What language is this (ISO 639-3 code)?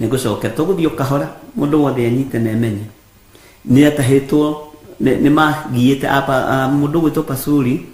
kik